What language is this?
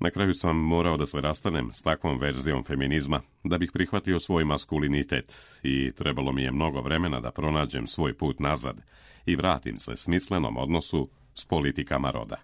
Serbian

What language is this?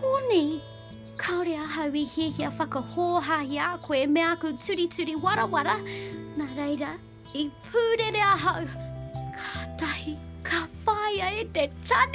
Māori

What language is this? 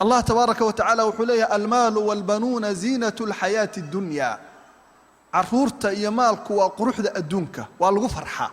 Somali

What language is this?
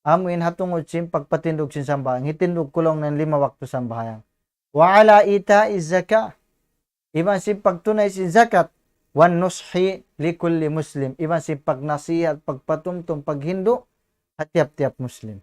Tausug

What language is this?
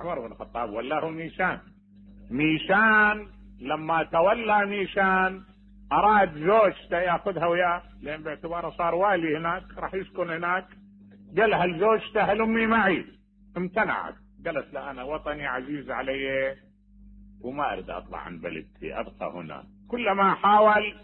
Mesopotamian Arabic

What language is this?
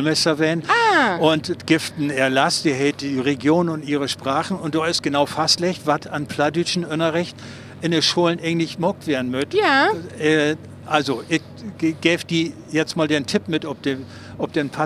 Low German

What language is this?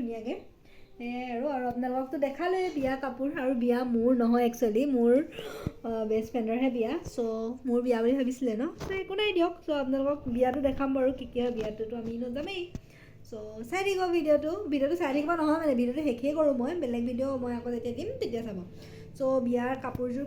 Assamese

